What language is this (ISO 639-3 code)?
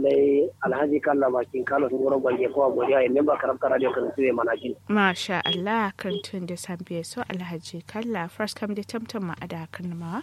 kau